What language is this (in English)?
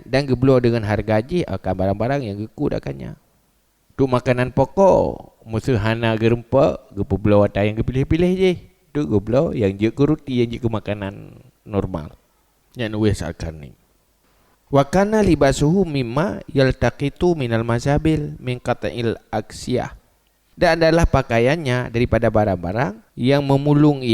Achinese